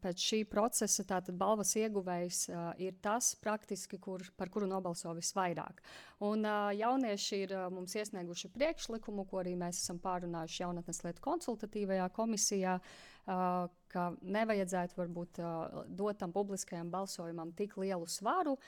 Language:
Latvian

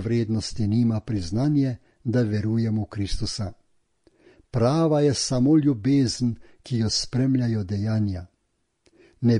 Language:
Slovenian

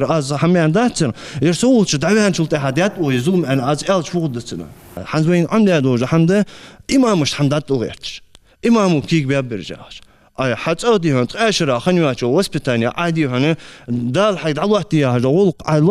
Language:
Ingush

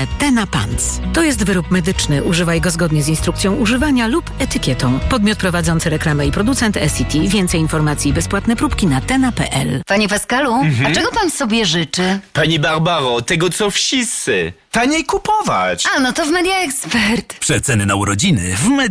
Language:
Polish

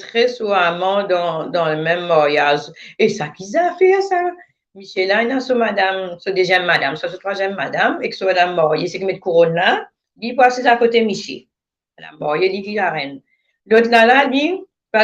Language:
Morisyen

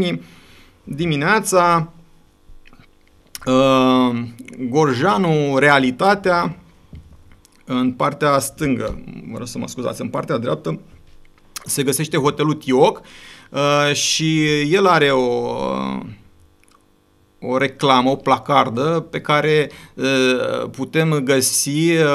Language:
Romanian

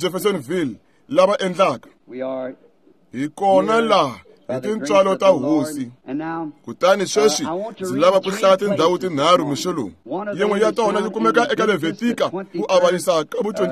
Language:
Tsonga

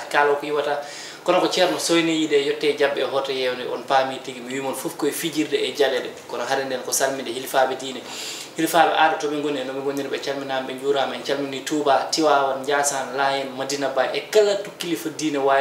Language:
Fula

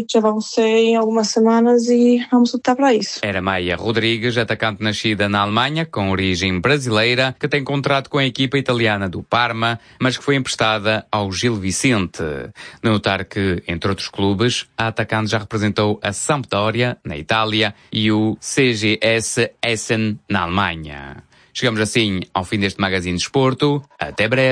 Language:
Portuguese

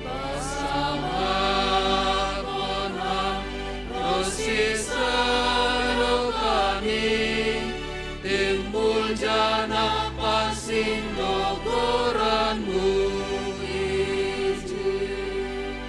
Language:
Batak Simalungun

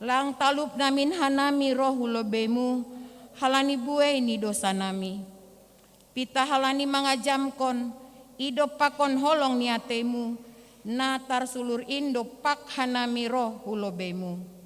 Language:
Batak Simalungun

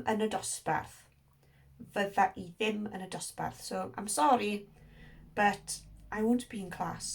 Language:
Welsh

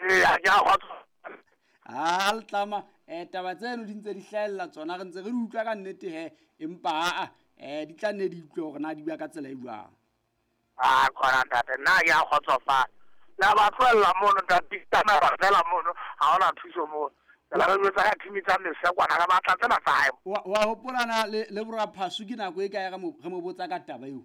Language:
Southern Sotho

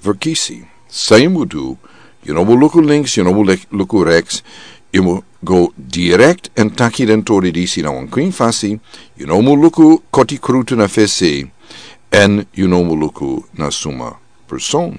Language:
Sranan Tongo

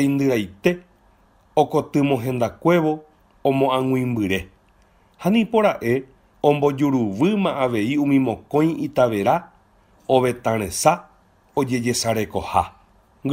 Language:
Guarani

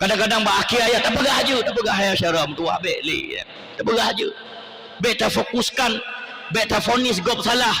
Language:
Achinese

